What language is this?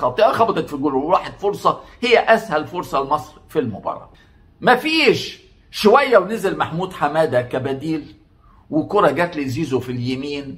Egyptian Arabic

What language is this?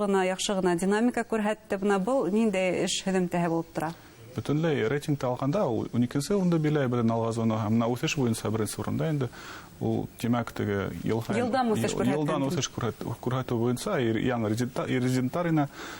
Bashkir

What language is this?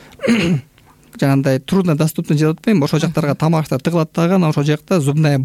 Kyrgyz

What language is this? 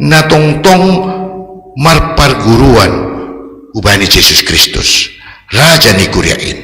Batak Simalungun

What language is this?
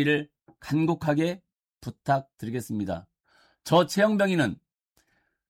Korean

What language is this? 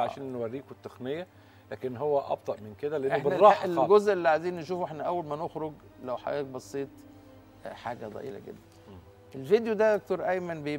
Egyptian Arabic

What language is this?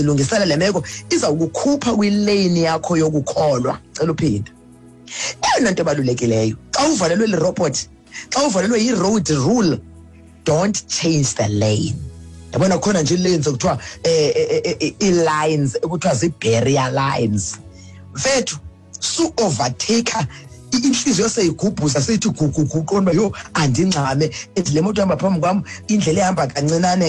Xhosa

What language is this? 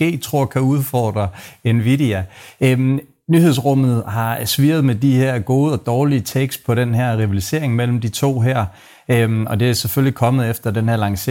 Danish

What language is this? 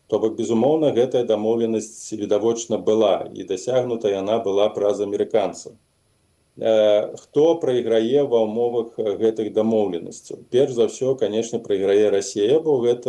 Belarusian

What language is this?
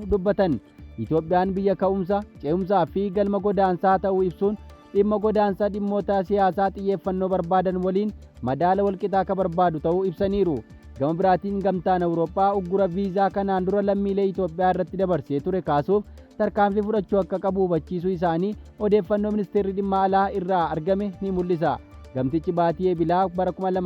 Oromo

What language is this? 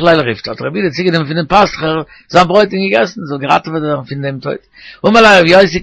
Yiddish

